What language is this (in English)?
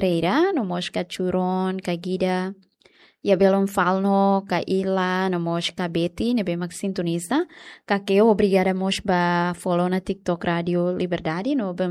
Tetum